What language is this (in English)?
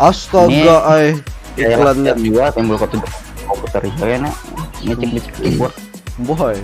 Banjar